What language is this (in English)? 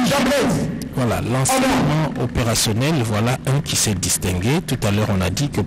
French